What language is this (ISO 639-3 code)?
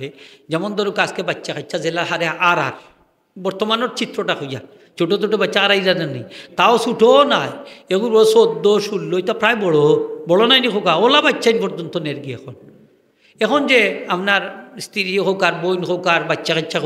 syl